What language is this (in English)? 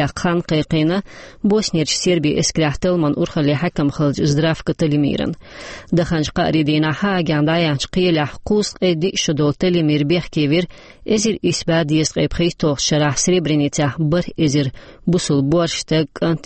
Chechen